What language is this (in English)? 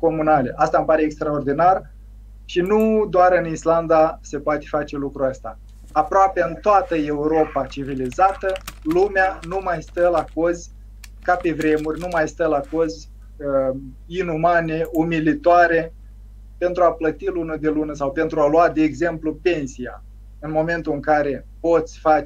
Romanian